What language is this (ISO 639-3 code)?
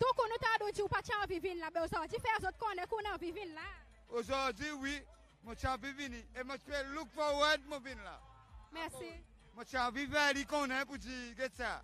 crs